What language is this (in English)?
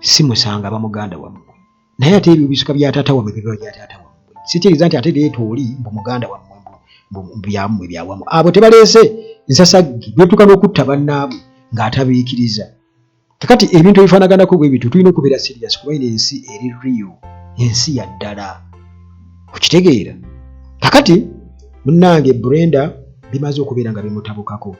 Ganda